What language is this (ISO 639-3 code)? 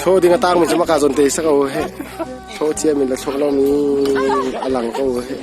cnh